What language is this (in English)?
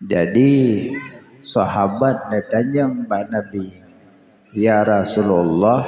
Achinese